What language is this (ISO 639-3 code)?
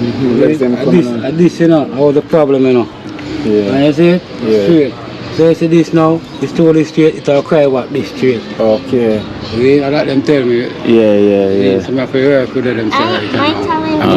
jam